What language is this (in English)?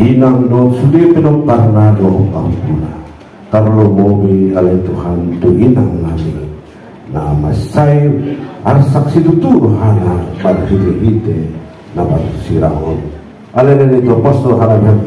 Batak Angkola